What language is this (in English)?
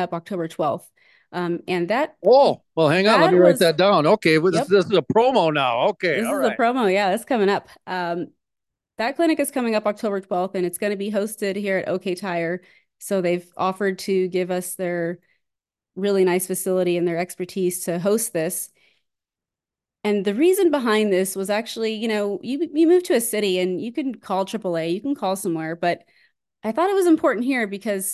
English